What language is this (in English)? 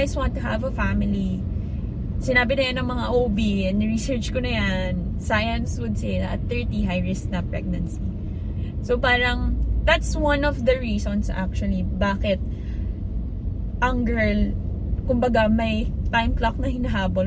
Filipino